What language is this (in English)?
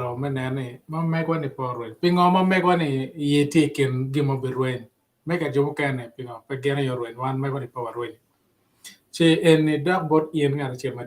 Acoli